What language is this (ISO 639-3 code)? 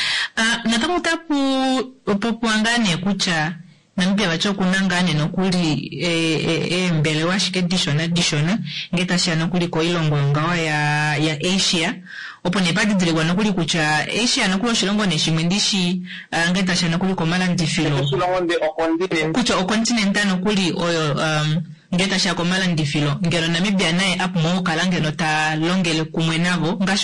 kua